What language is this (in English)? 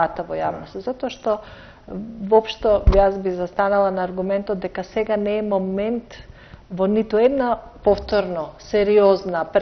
Macedonian